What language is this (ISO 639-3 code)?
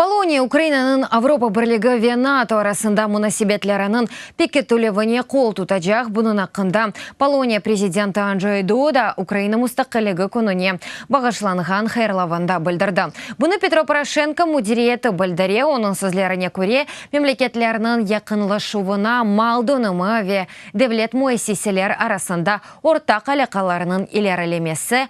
crh